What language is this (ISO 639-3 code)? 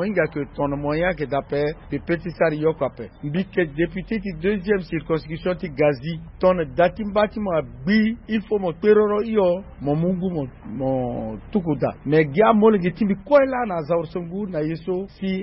sag